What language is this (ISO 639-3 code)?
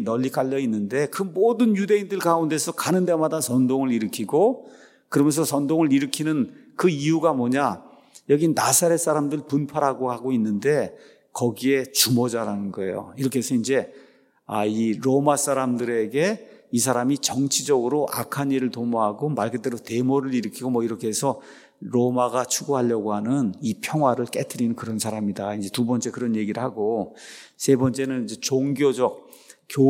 kor